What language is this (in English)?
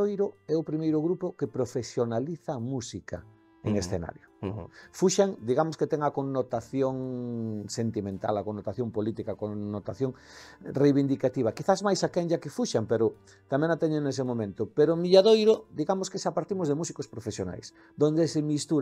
Galician